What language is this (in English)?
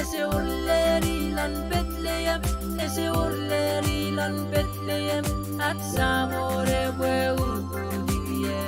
Pohnpeian